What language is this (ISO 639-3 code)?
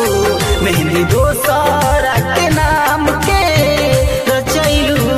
bho